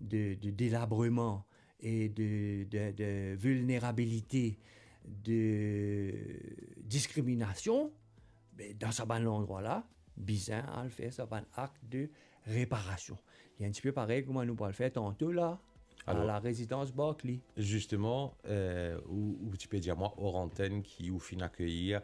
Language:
Morisyen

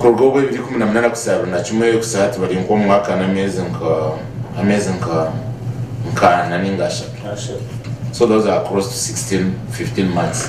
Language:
Nyankole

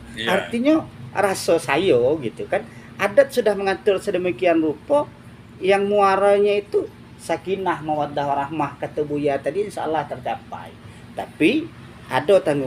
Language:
Minangkabau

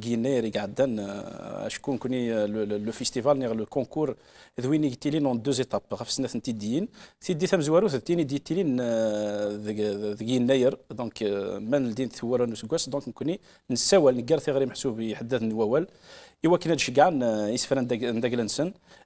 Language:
Kabyle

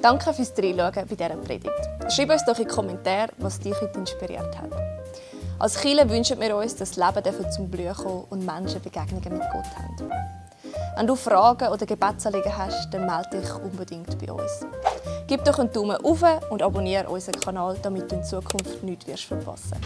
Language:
Swiss German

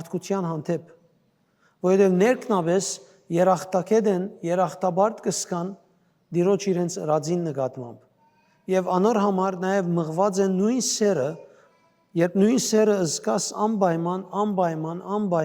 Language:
Western Armenian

